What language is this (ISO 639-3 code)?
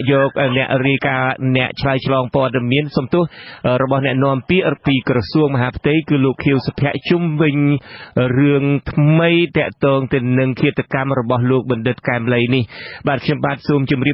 khm